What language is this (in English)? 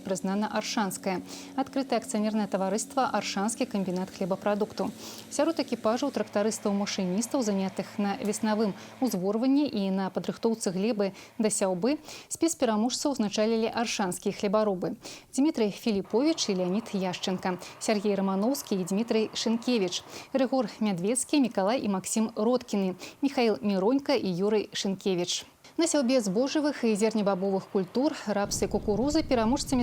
Belarusian